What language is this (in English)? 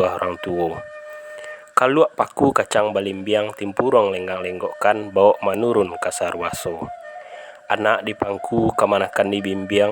Minangkabau